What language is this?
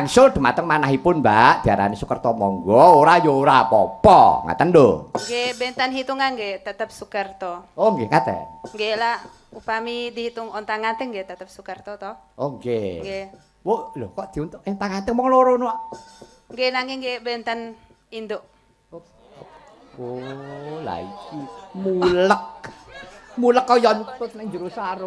Javanese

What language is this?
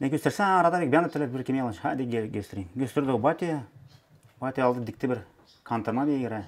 Gagauz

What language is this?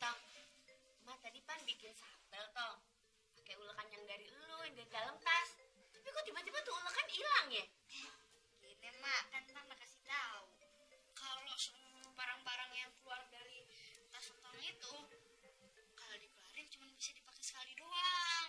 Betawi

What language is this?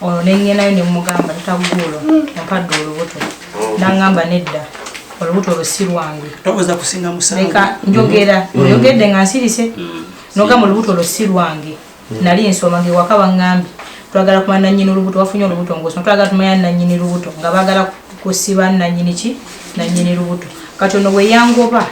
Ganda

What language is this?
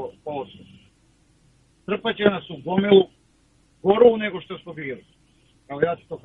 Serbian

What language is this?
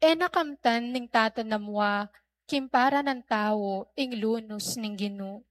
Pampanga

